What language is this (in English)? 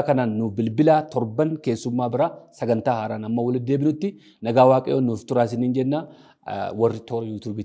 Oromo